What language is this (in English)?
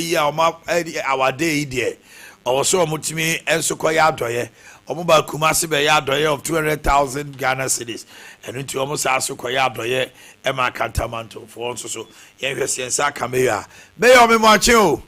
Akan